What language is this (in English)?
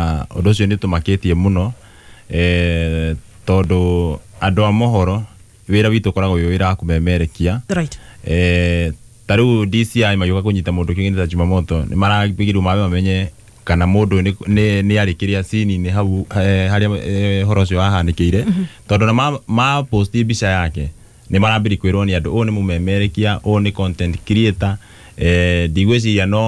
Kikuyu